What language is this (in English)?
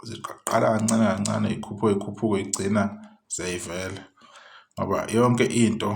Zulu